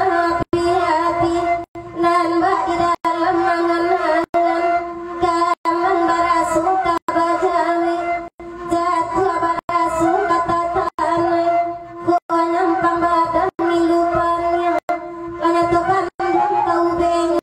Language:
Minangkabau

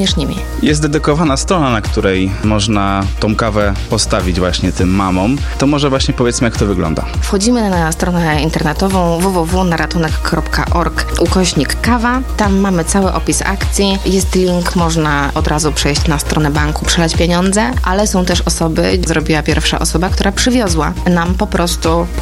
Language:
Polish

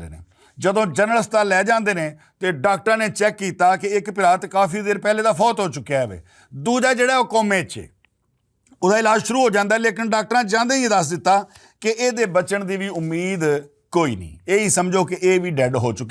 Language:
Western Panjabi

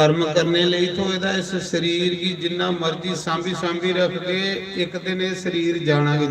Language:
Dogri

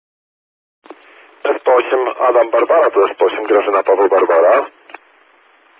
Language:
Polish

